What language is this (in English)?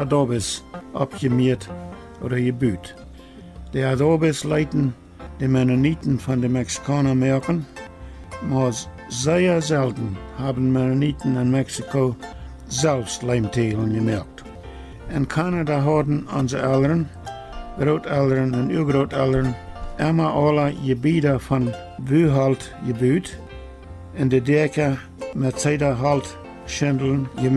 Plautdietsch